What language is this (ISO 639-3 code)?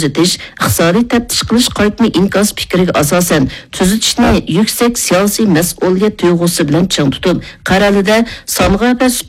uig